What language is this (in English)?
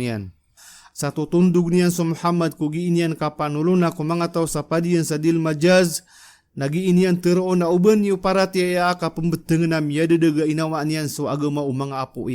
Maranao